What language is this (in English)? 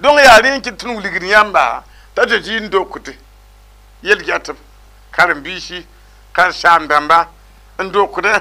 Mossi